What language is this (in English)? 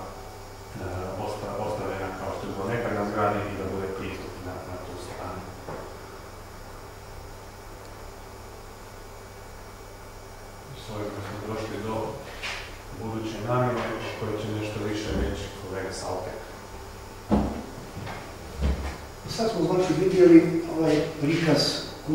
Croatian